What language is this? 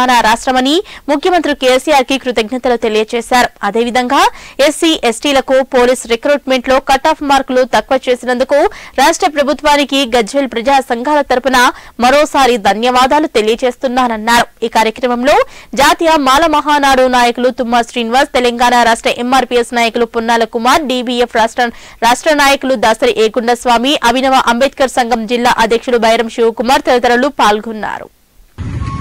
Telugu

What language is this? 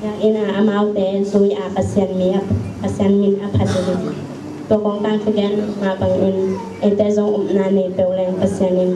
Tedim Chin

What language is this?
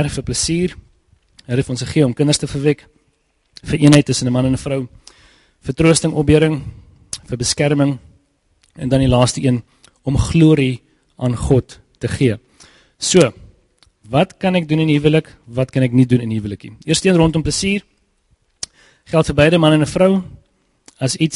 Afrikaans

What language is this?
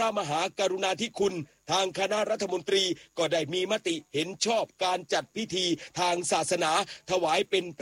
Thai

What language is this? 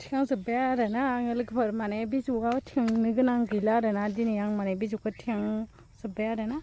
Bodo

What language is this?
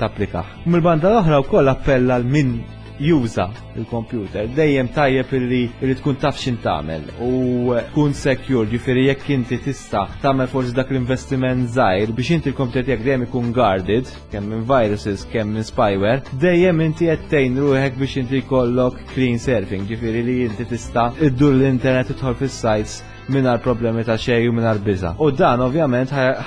Maltese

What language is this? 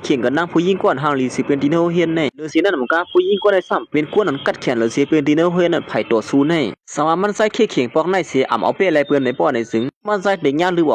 Shan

